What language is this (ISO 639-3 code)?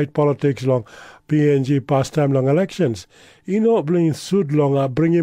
tpi